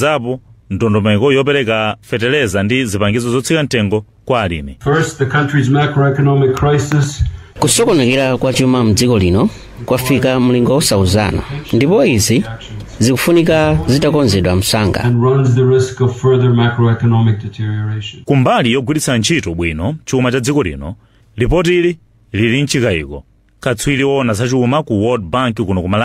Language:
Nyanja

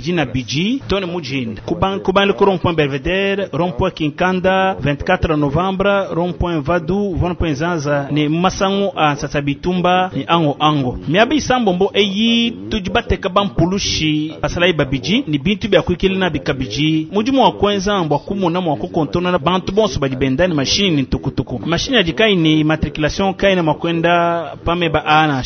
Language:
Luba-Lulua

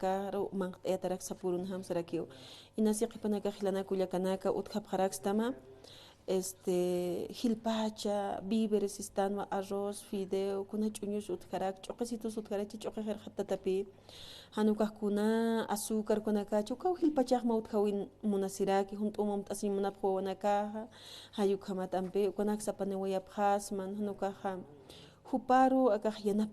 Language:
Aymara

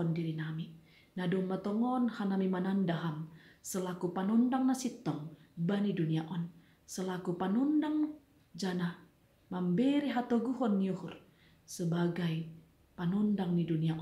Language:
Batak Simalungun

